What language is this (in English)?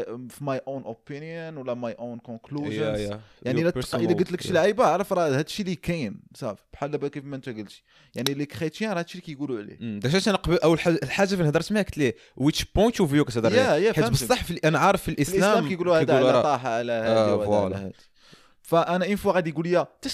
Moroccan Arabic